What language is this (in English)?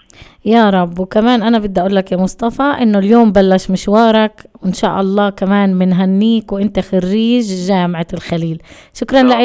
North Levantine Arabic